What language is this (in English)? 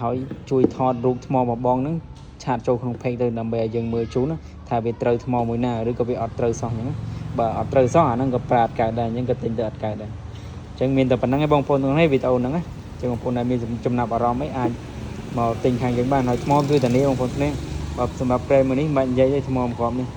Khmer